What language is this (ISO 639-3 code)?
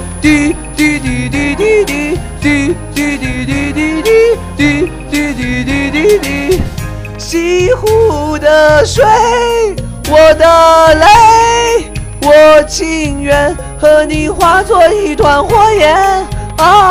zho